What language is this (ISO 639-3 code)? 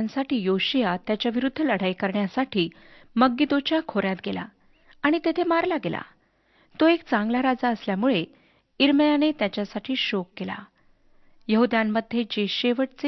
mar